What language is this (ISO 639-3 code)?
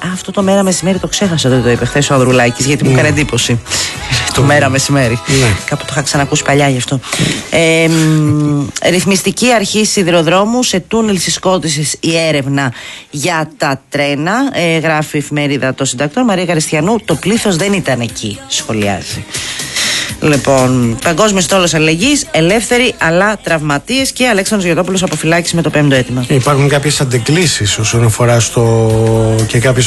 ell